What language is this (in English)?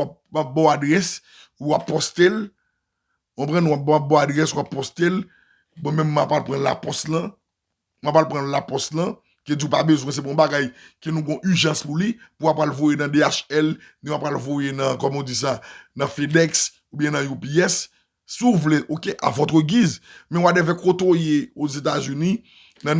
Haitian Creole